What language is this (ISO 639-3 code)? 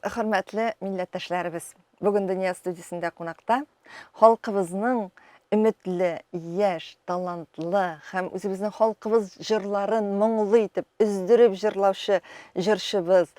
tat